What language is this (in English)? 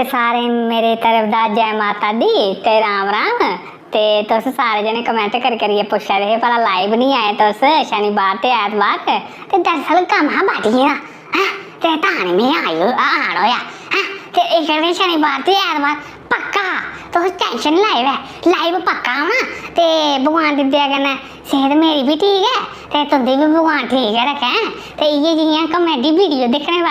Dogri